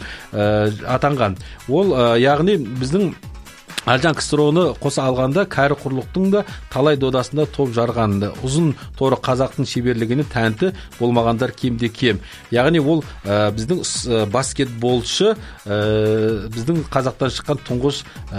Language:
Kazakh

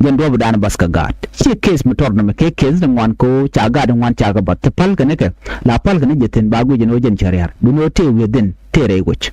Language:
Nuer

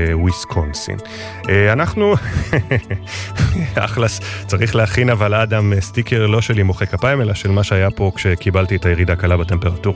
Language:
Hebrew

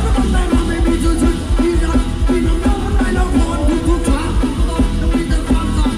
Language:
Thai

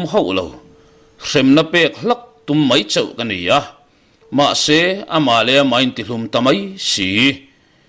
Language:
Mizo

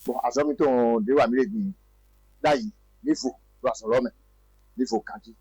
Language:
Fon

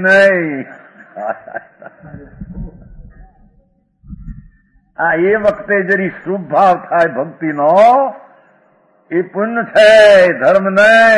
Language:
Gujarati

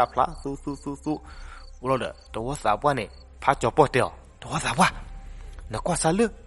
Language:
S'gaw Karen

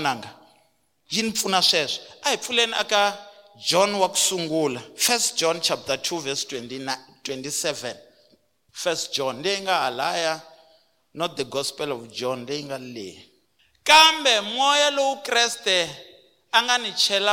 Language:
Tsonga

